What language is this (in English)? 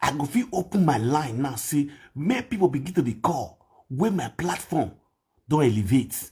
Nigerian Pidgin